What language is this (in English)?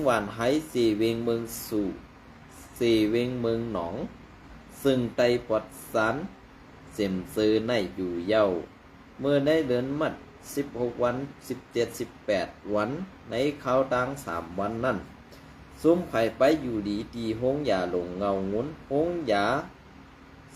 Shan